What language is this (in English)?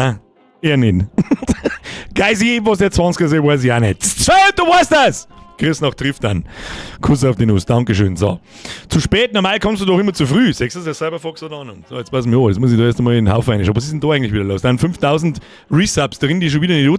Bavarian